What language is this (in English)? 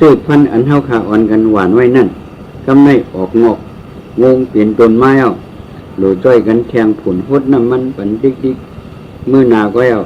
Shan